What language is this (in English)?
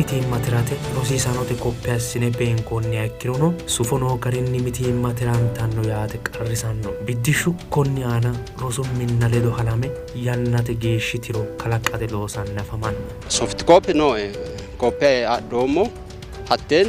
Sidamo